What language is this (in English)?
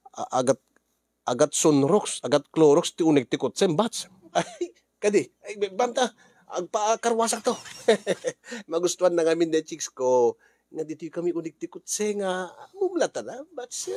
Iloko